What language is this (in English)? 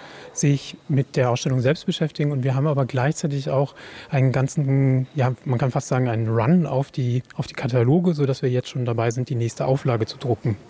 German